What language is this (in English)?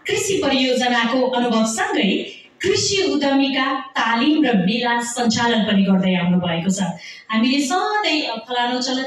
Nepali